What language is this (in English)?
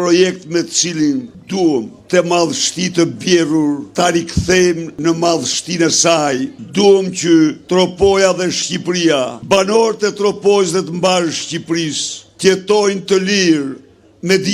Albanian